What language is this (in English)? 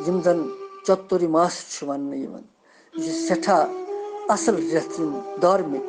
Kashmiri